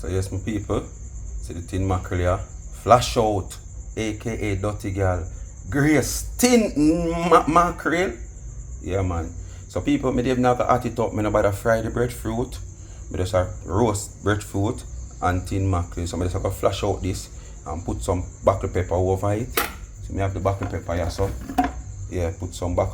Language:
Jamaican Creole English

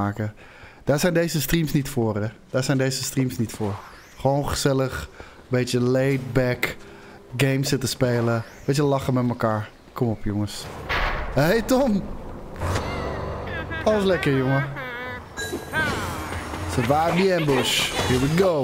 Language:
Dutch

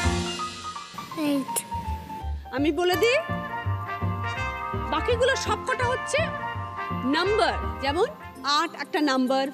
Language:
Bangla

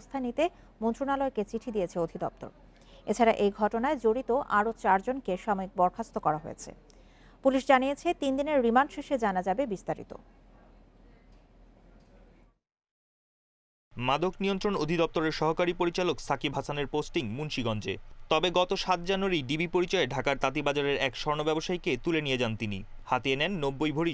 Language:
Bangla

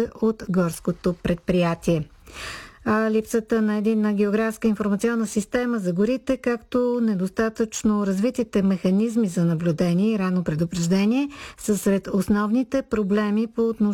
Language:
Bulgarian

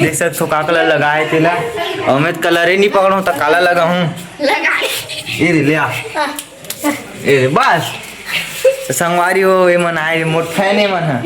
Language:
Chhattisgarhi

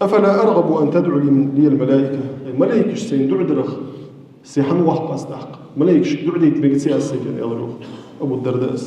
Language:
Ingush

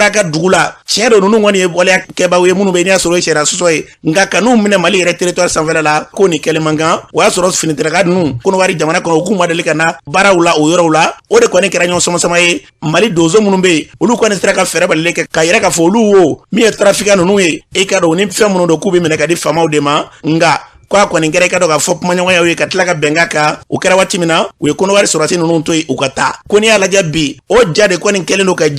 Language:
Bambara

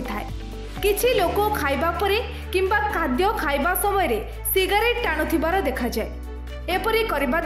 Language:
Odia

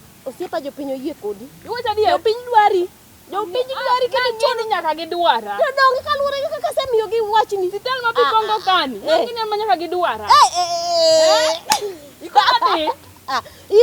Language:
Luo (Kenya and Tanzania)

